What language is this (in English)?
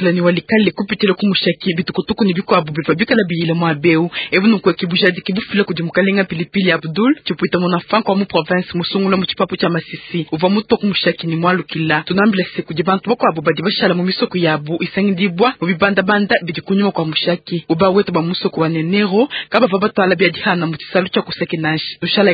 Luba-Lulua